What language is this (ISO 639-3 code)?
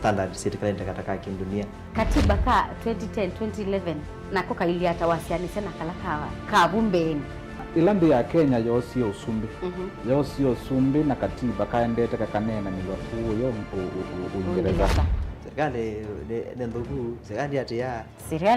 kam